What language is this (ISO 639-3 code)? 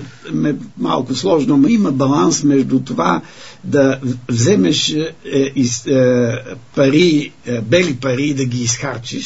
bul